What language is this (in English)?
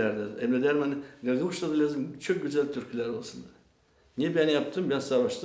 Gagauz